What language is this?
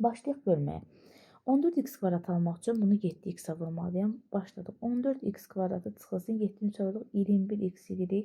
Azerbaijani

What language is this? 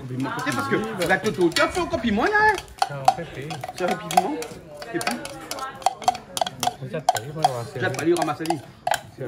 Réunion Creole French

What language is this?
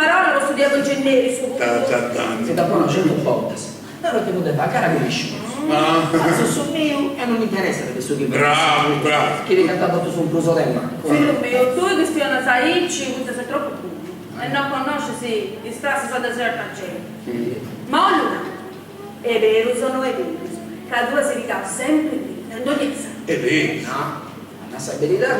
Sardinian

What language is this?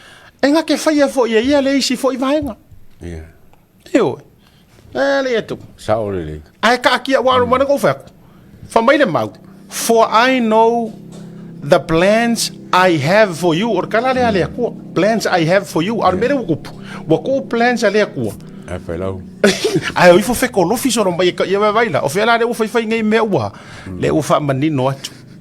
Samoan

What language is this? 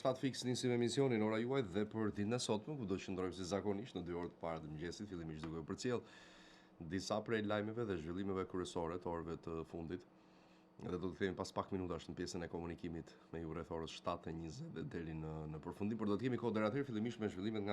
Albanian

